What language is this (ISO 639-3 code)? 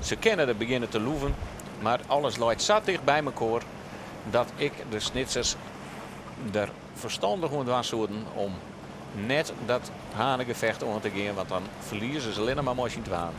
fry